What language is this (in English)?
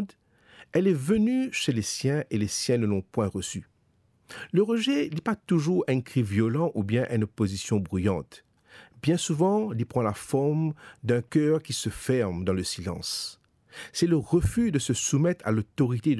Morisyen